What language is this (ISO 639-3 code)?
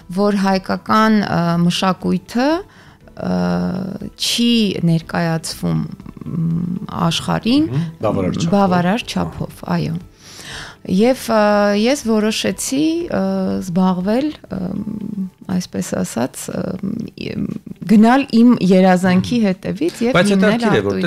hye